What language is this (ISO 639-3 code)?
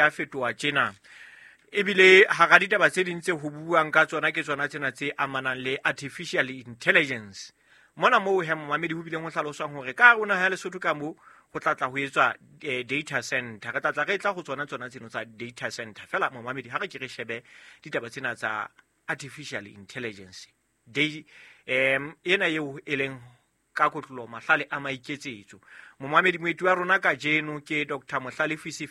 sot